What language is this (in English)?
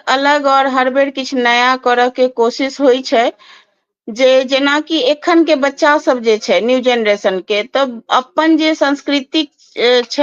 Maithili